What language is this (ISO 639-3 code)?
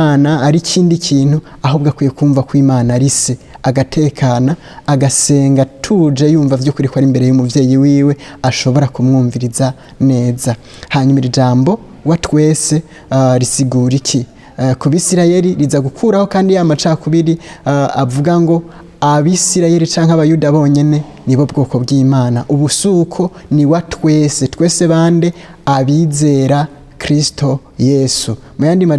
run